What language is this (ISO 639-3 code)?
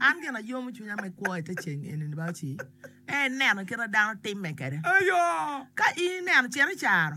ach